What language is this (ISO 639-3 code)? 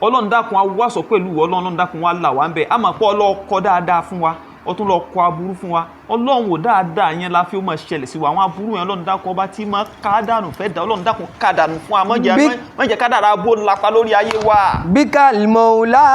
yor